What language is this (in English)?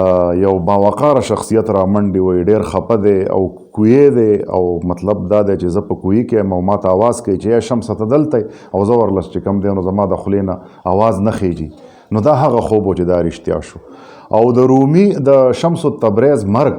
Pashto